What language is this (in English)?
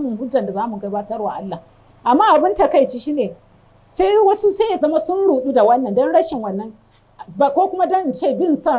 Hausa